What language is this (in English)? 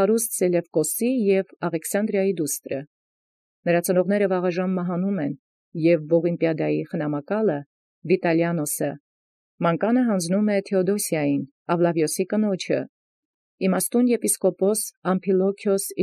Armenian